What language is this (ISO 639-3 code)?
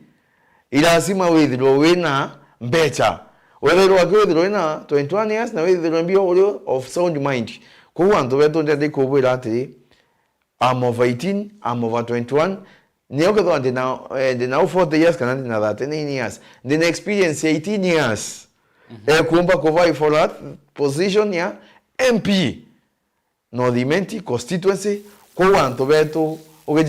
mer